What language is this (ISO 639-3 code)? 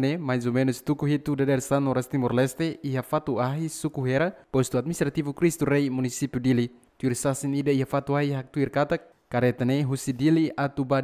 tet